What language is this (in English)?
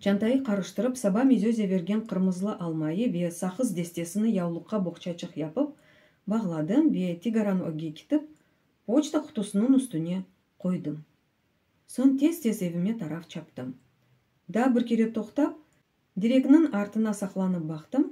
Crimean Tatar